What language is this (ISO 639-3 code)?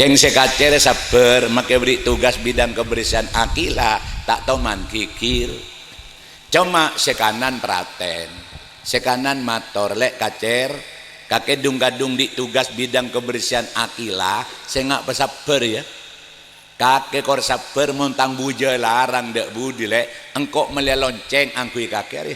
mad